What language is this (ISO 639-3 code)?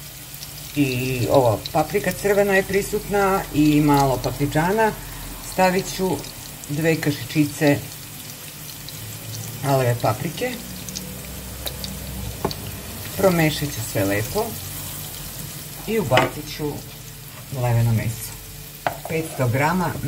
srp